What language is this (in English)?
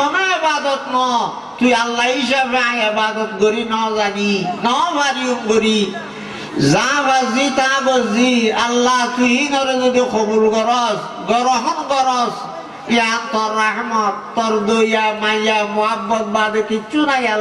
Rohingya